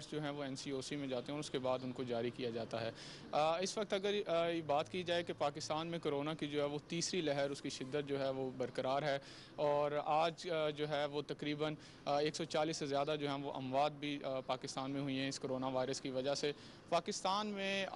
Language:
Urdu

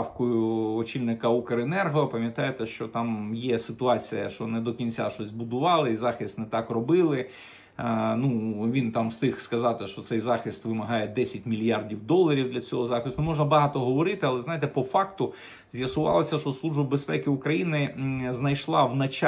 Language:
Ukrainian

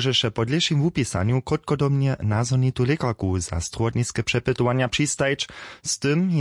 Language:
Upper Sorbian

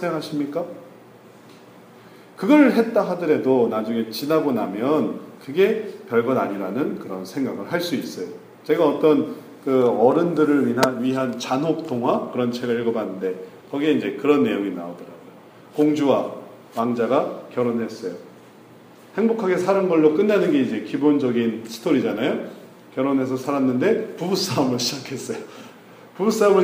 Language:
Korean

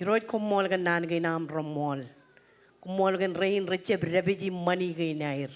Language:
Marshallese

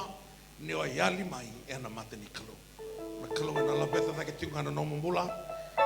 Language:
Fijian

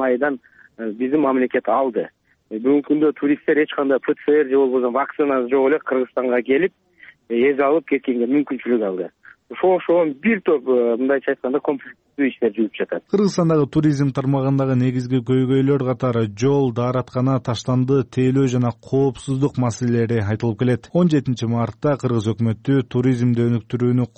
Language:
Kyrgyz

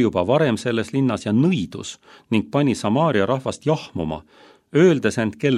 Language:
Estonian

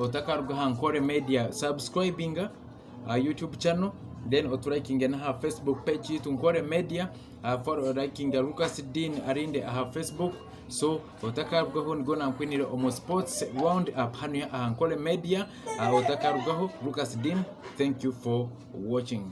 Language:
Nyankole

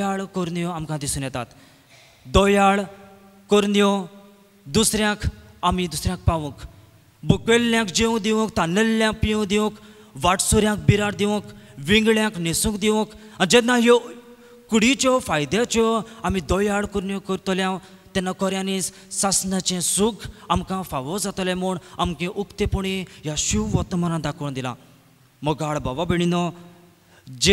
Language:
Konkani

